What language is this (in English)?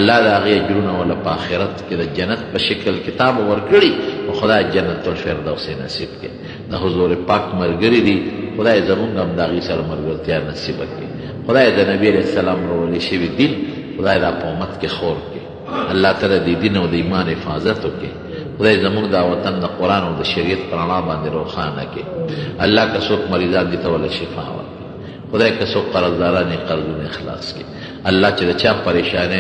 Pashto